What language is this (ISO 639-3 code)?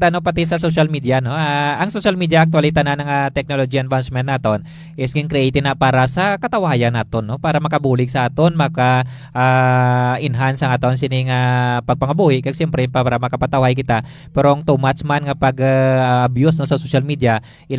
hil